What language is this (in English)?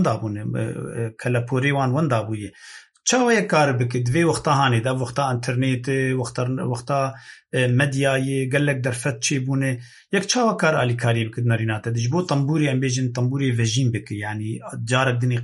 Kurdish